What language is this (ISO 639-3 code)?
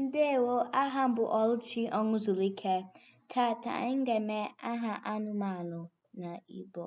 ibo